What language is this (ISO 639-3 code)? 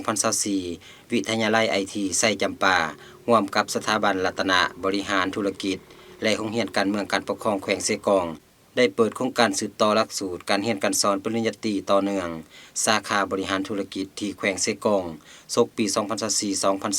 lao